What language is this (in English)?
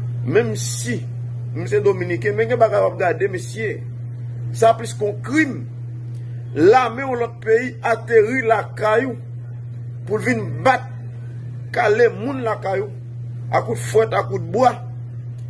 Haitian Creole